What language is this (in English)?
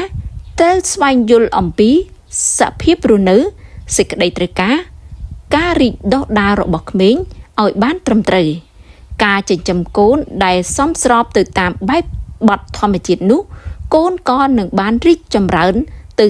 Khmer